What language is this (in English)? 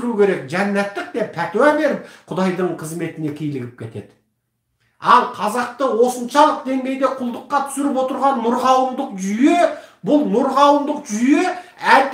Kazakh